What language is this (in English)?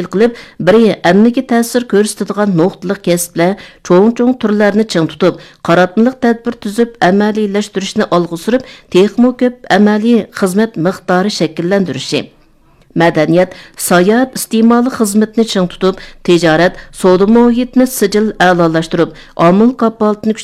Uyghur